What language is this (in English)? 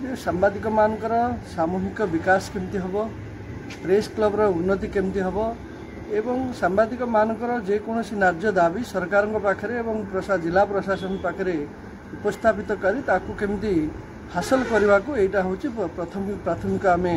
Odia